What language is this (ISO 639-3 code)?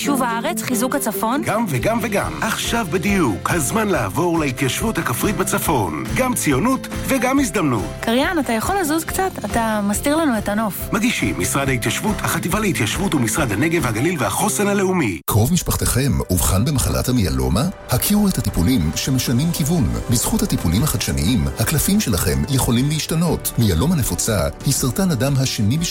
heb